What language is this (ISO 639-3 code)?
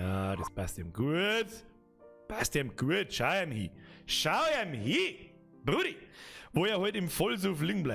bar